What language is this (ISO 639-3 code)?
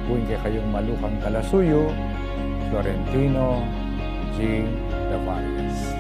pam